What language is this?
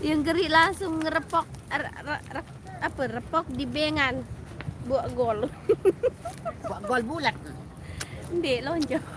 Sasak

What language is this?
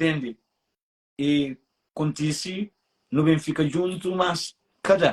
Kabuverdianu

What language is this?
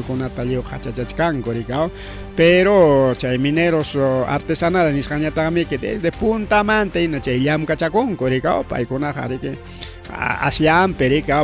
Ayacucho Quechua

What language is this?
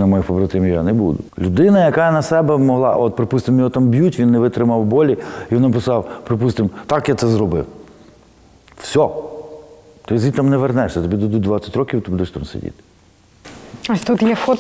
Ukrainian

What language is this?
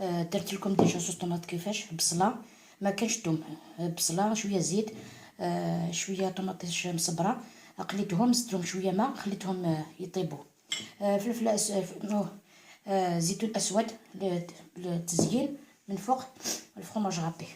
Algerian Arabic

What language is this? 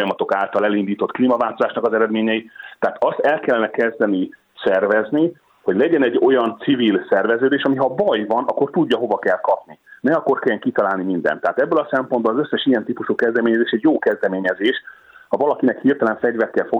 Hungarian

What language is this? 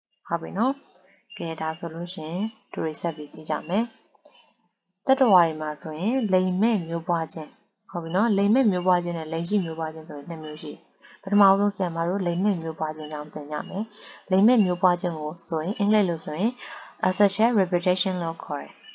Burmese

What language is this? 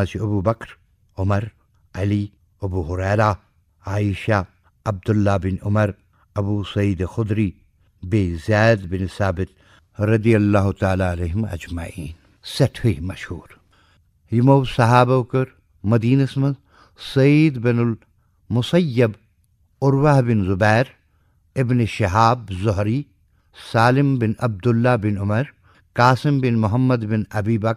Kashmiri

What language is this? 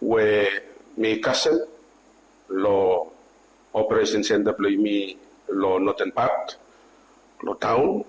Bislama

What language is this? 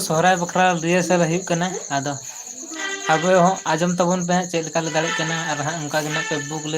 Santali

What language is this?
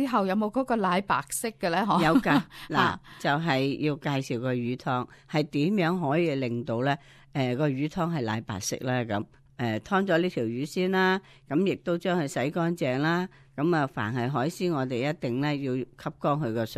Cantonese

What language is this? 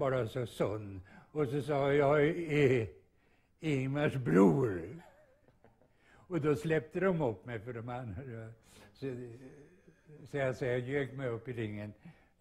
Swedish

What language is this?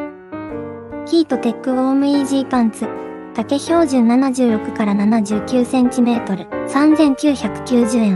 Japanese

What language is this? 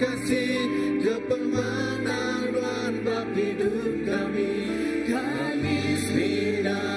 Iban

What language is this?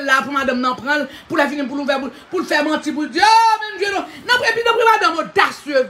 Haitian Creole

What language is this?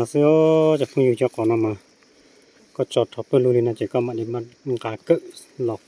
Hmong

